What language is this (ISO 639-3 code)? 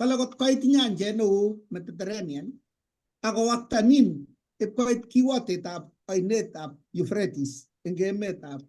kln